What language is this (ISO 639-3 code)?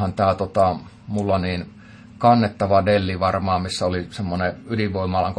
fin